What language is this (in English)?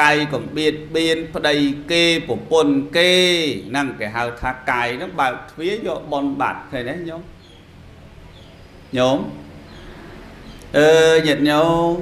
Khmer